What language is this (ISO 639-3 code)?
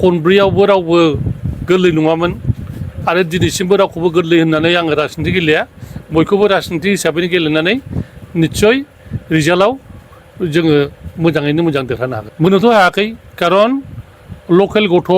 brx